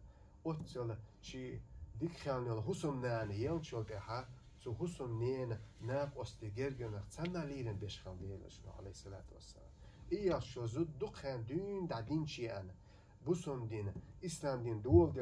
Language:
Chechen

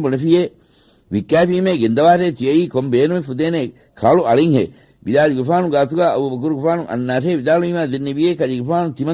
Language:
Divehi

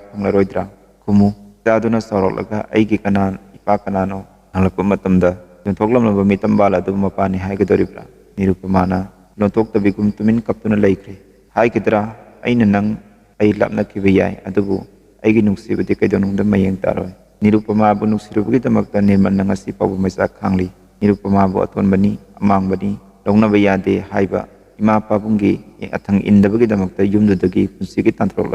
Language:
Manipuri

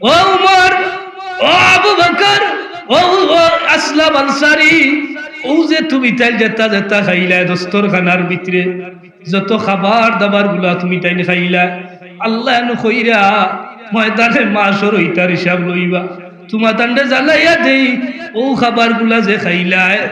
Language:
Sylheti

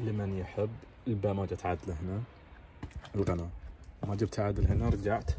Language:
Najdi Arabic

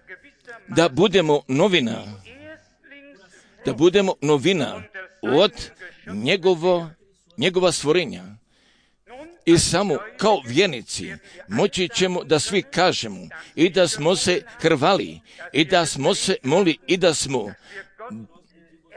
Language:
Croatian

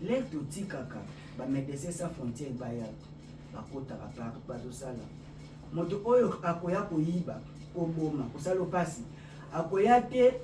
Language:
Lingala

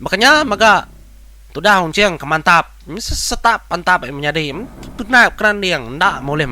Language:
Iban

